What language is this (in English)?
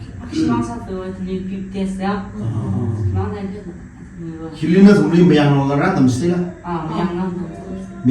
Tangkhul Naga (India)